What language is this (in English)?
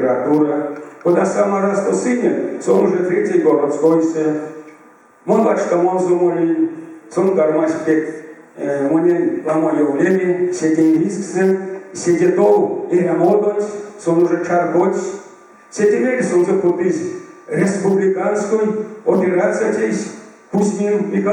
Erzya